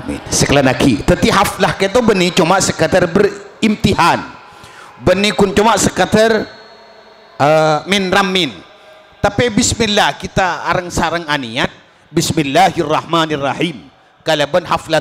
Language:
Madurese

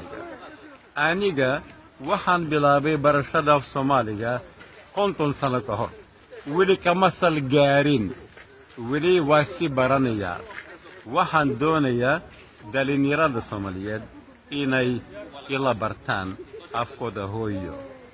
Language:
Somali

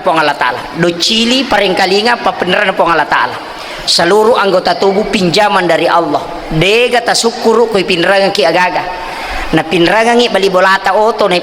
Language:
Buginese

